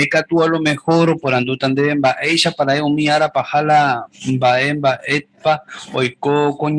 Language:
Guarani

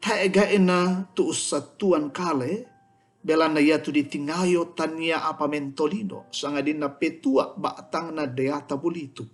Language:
Toraja-Sa'dan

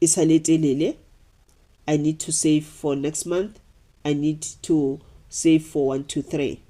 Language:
Northern Sotho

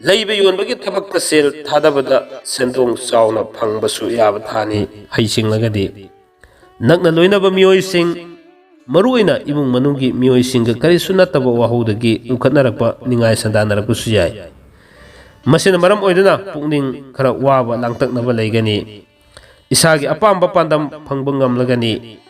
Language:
Manipuri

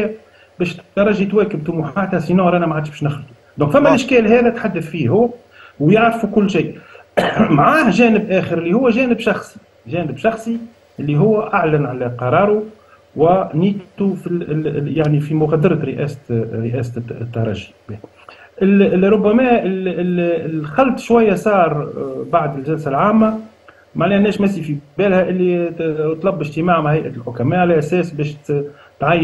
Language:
Tunisian Arabic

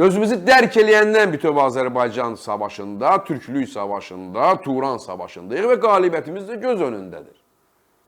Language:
Azerbaijani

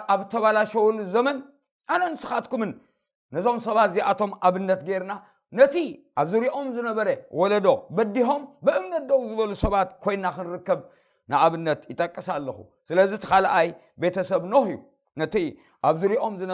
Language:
Tigrinya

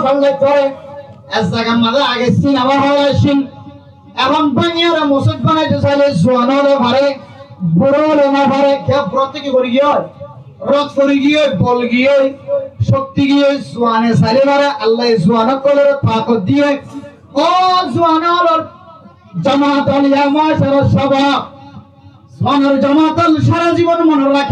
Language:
Rohingya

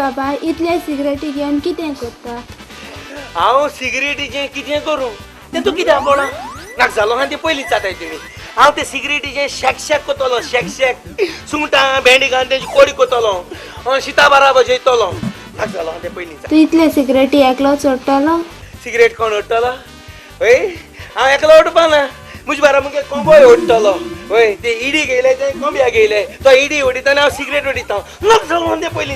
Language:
Konkani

